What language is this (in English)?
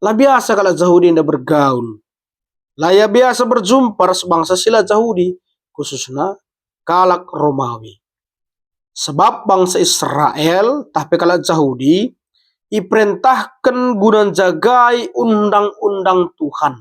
Batak Karo